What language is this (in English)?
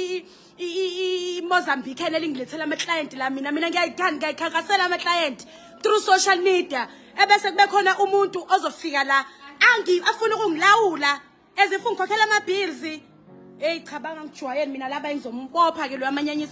Zulu